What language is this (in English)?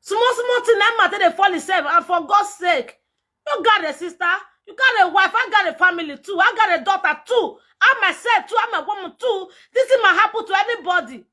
Nigerian Pidgin